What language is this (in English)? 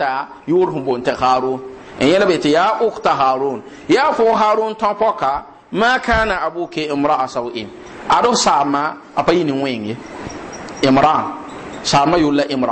Mossi